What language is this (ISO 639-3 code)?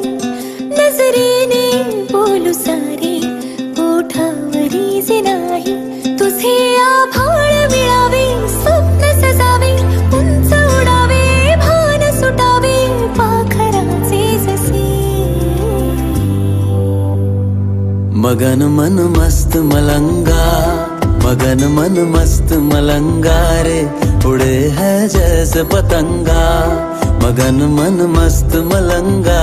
mar